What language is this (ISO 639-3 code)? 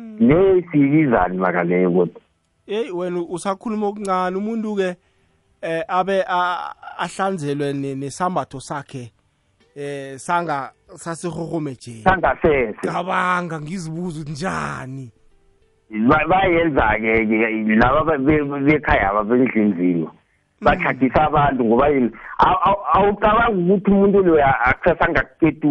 nbl